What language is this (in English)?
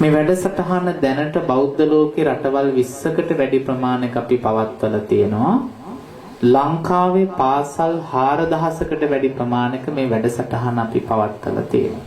Sinhala